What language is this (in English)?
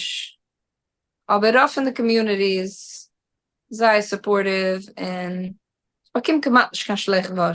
Yiddish